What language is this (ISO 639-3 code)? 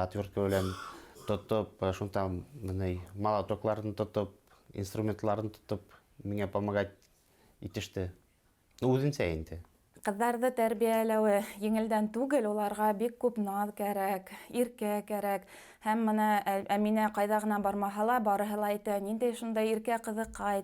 bak